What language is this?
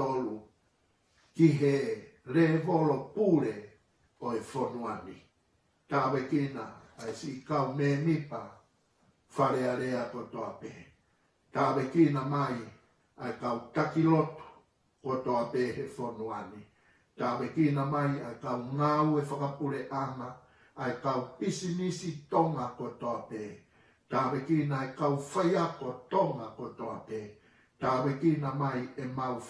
Tongan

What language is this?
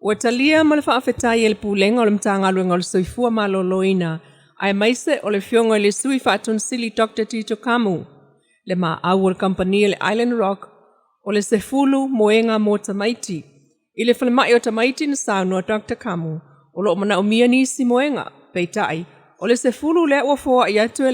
Samoan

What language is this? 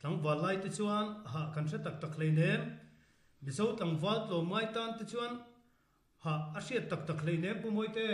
Mizo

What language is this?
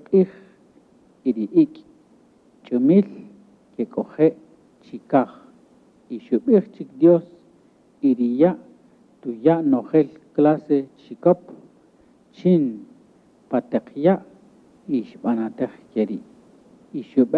Kaqchikel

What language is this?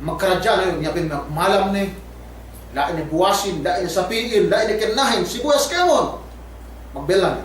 Yakan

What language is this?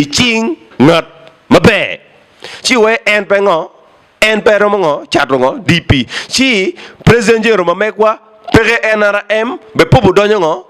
Acoli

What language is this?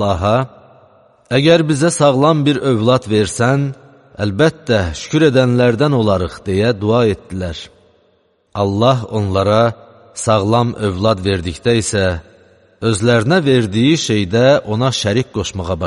Azerbaijani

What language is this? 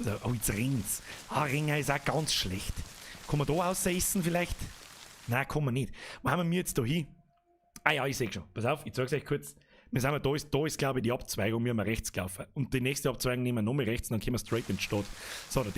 Bavarian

